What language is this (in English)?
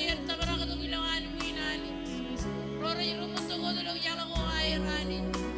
Marshallese